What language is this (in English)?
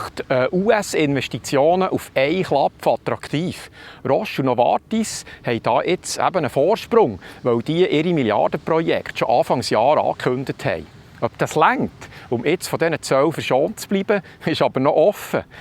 Swiss German